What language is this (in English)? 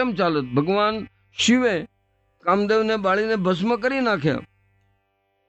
Gujarati